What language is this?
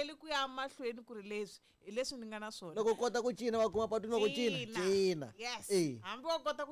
Tsonga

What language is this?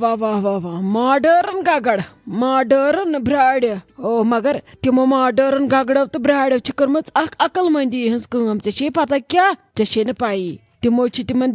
Kashmiri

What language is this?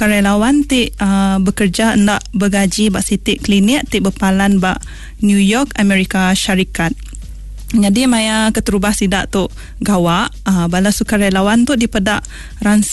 Iban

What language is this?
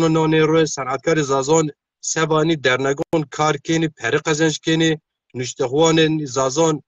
Zaza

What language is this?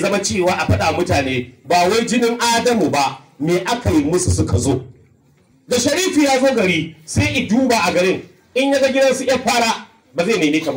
Hausa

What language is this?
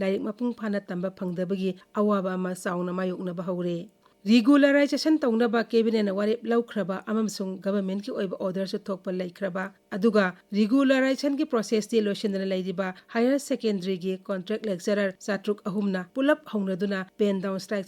Manipuri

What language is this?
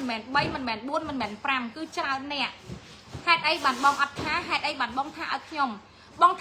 Khmer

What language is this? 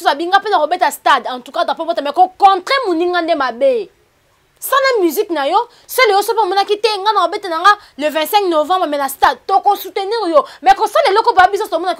Lingala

